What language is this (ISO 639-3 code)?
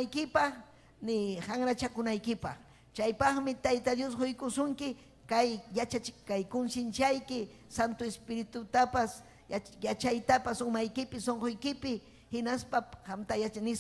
quy